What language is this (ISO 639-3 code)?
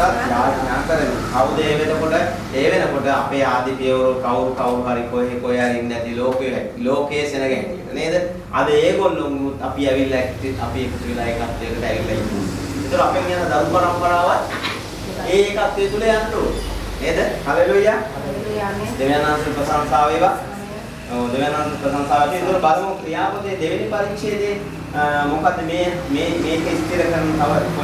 sin